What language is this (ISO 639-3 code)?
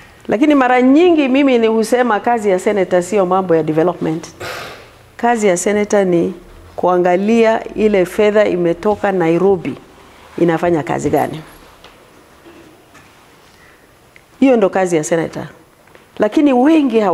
swa